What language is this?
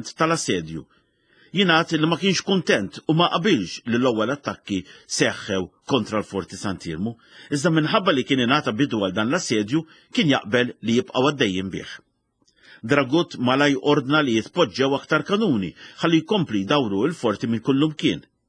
Maltese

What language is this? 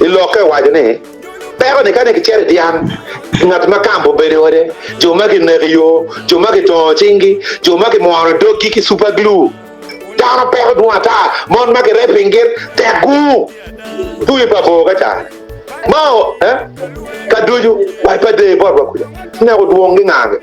Acoli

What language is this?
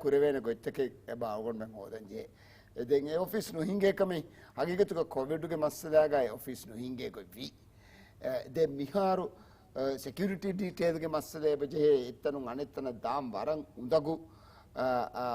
Divehi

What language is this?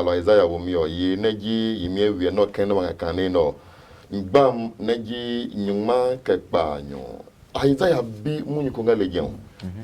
Adangme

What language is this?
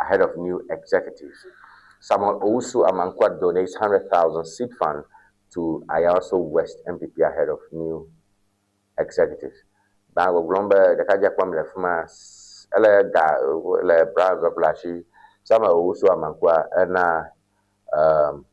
Ewe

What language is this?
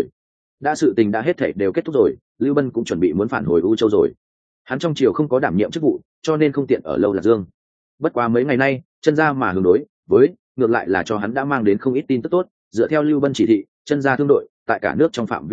Vietnamese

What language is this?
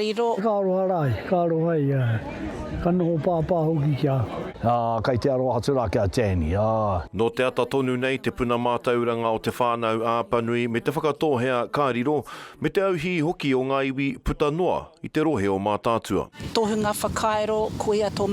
Māori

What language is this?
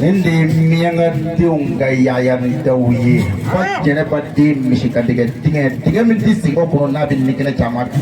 Bambara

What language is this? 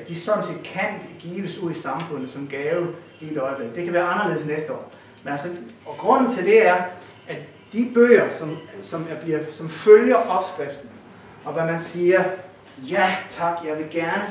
Danish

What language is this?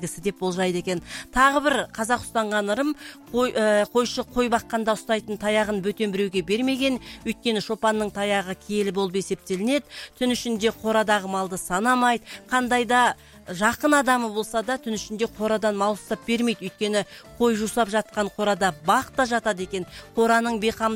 Kazakh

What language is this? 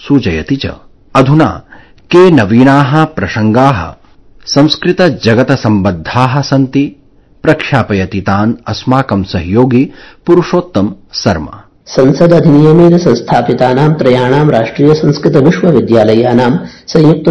Sanskrit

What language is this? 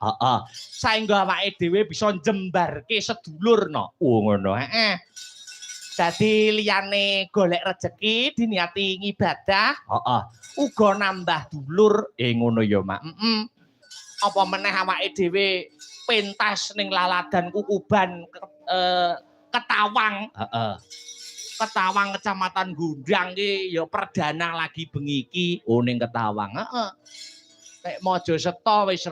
Javanese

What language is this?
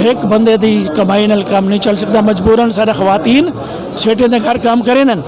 Saraiki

